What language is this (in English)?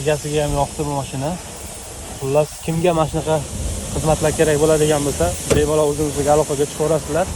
Uzbek